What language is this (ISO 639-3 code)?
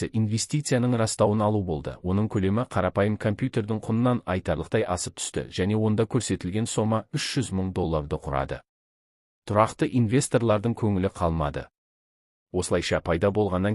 kaz